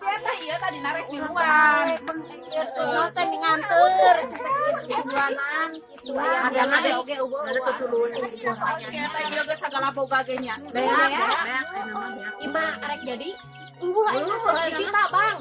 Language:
Sundanese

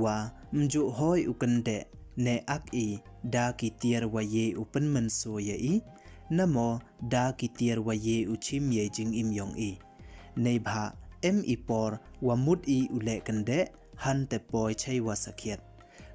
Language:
Pnar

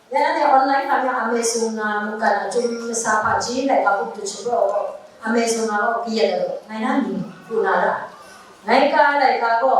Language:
Kachin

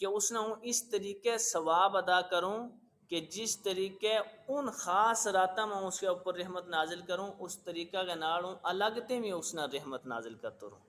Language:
Gujari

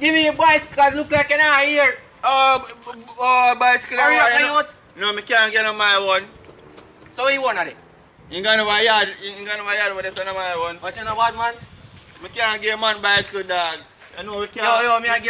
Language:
Jamaican Creole English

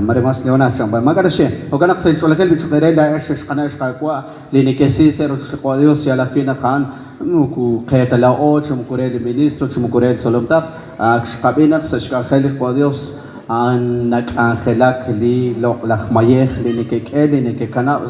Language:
Kekchí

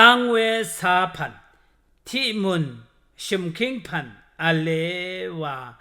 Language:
Rawang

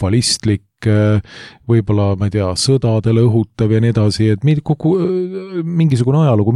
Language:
Estonian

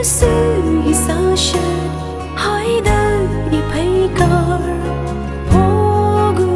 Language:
Tangkhul Naga (India)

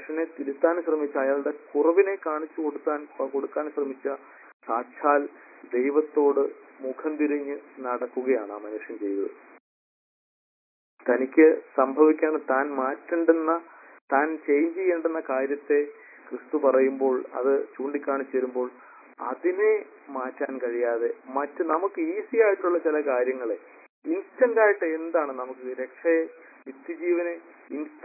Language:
Malayalam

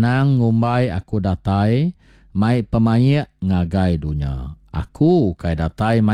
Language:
Iban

